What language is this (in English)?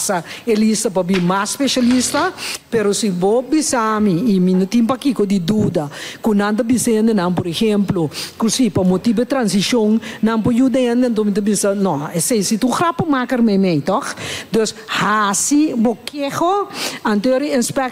Papiamento